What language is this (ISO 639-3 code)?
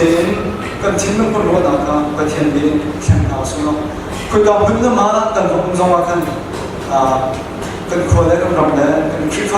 cnh